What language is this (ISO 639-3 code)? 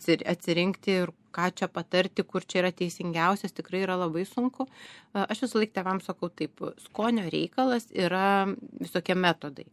lit